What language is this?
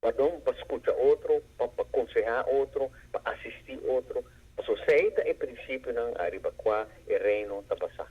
Papiamento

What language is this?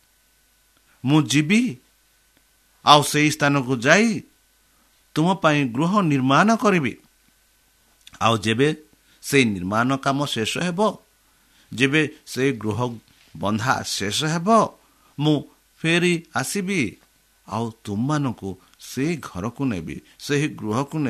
Odia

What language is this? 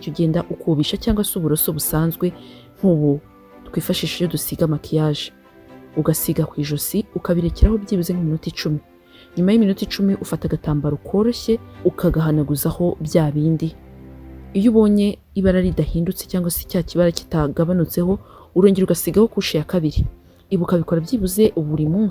Kinyarwanda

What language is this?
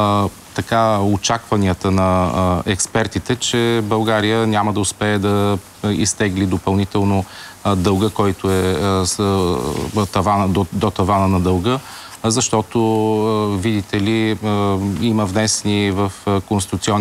Bulgarian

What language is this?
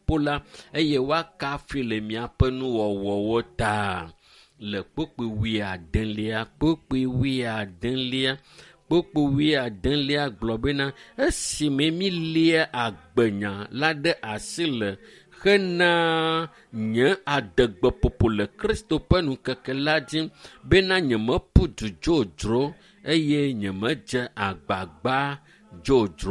Ewe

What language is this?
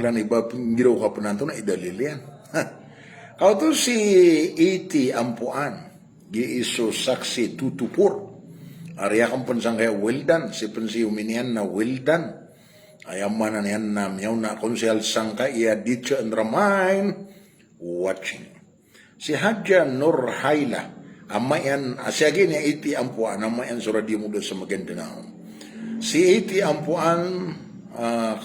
Maranao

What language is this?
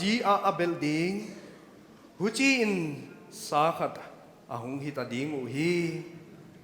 Paite Chin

